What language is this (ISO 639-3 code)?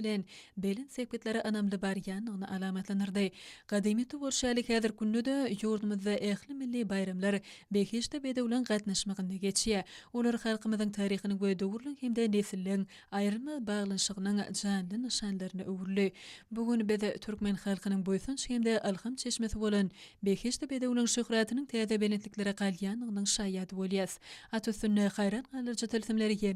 tuk